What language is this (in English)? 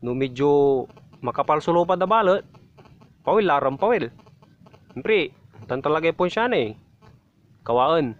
Pangasinan